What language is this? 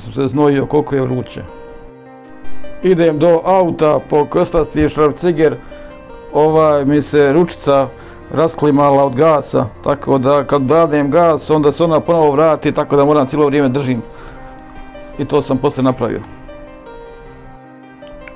Bosnian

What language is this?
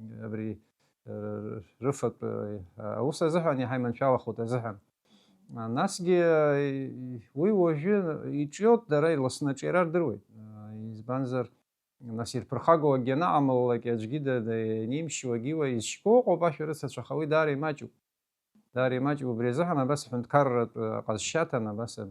Abkhazian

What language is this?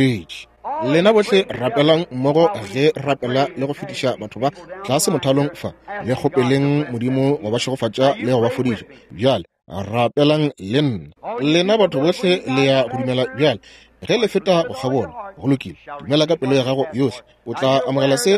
Northern Sotho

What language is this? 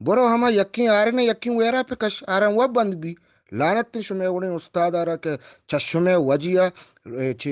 Eastern Balochi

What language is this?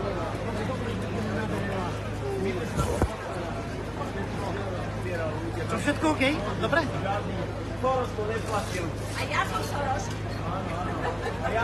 Slovak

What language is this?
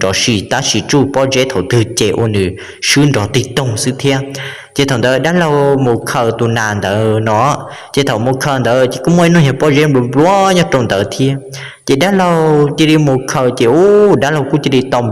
Hmong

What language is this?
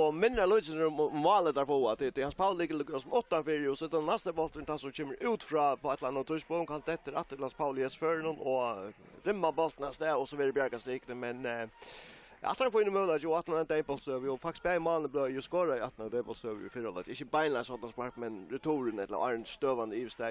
Faroese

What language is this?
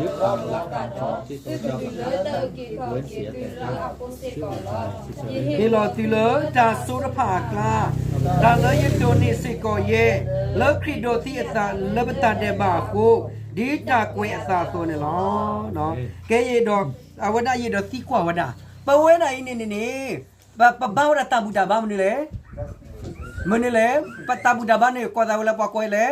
S'gaw Karen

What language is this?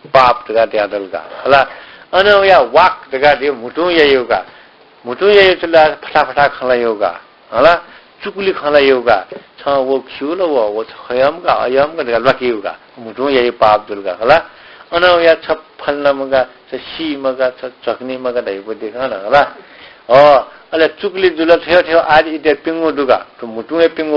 Newari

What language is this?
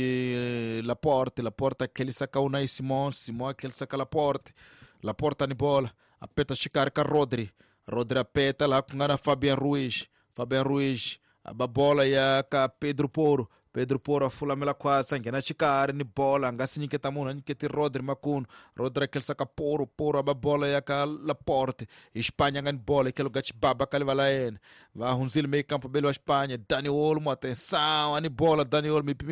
Tsonga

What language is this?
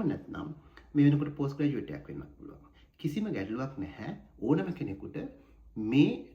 Sinhala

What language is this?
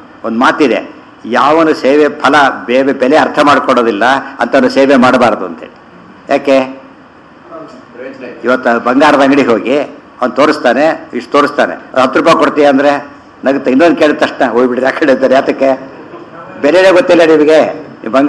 Kannada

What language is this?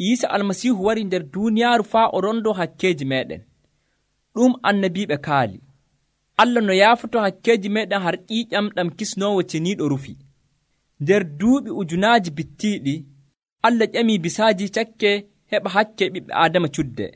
Nigerian Fulfulde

